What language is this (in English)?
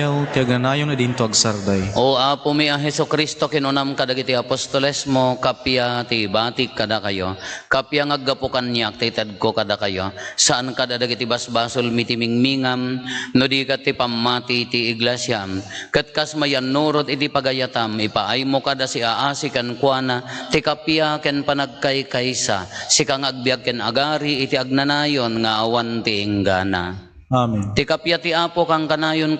Iloko